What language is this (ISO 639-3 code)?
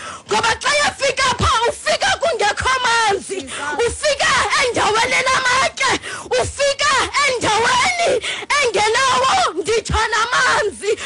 xho